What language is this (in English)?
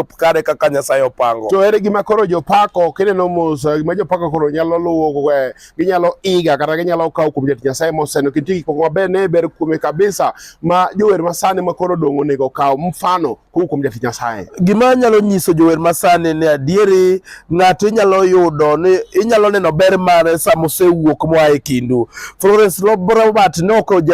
Luo (Kenya and Tanzania)